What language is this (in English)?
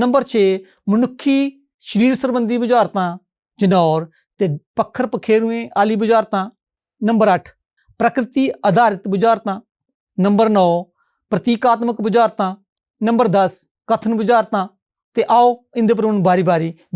Dogri